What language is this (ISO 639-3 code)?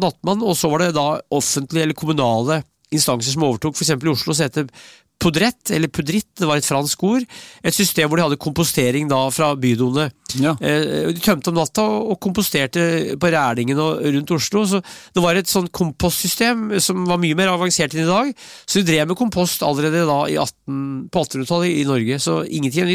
nor